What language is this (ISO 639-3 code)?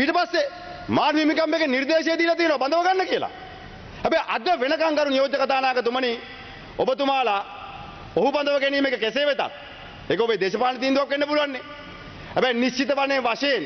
sin